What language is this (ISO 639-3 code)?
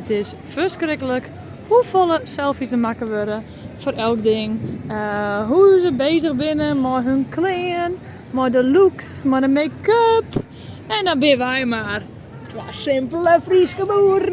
fry